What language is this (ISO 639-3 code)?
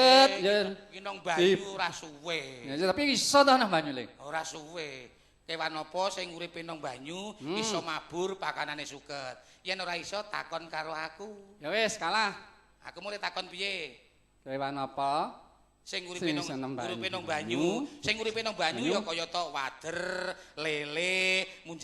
jav